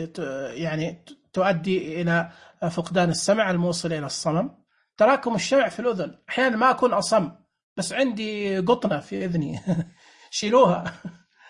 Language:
Najdi Arabic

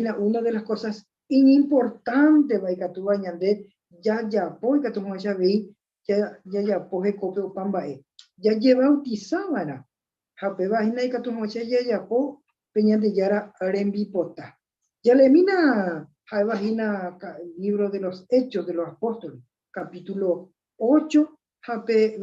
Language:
Guarani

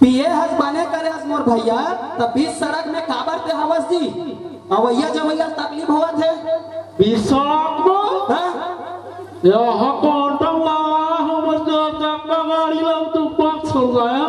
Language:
Chhattisgarhi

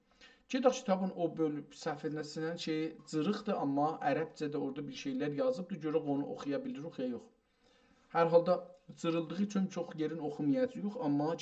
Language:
South Azerbaijani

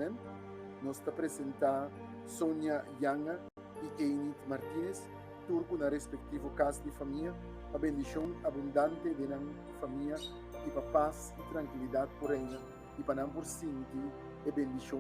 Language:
Papiamento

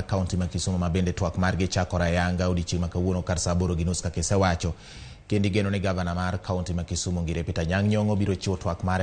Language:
Luo (Kenya and Tanzania)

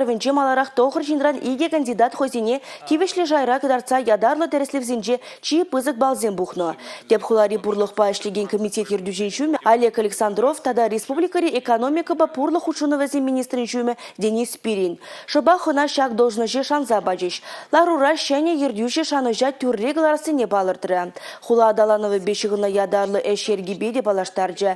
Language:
Chuvash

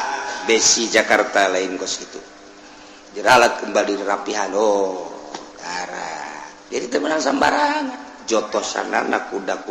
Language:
Sundanese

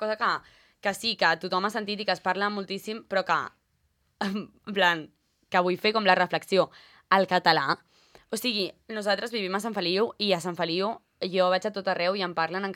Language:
Catalan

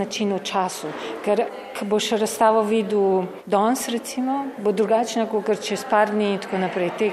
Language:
Slovenian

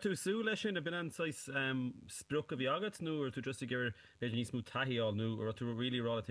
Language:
Irish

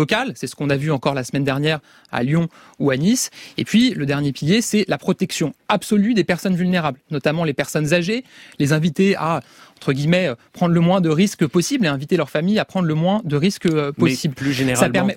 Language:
French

